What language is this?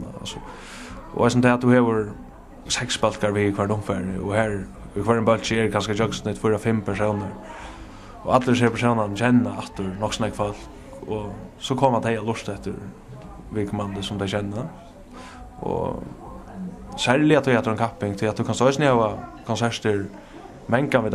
Faroese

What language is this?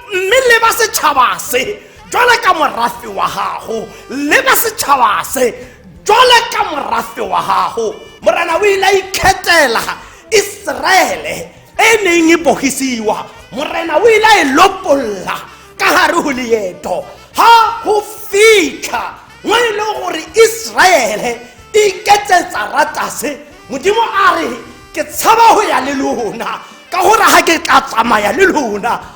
Tswana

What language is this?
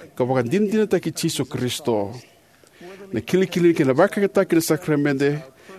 Fijian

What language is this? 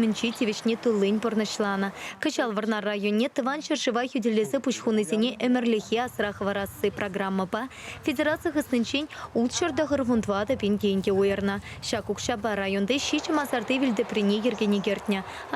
Chuvash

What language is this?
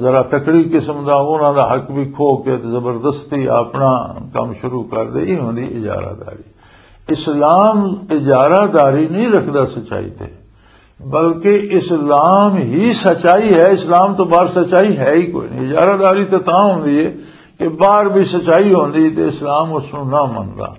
Western Panjabi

